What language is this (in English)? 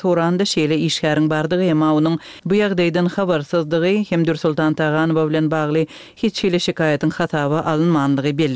Turkmen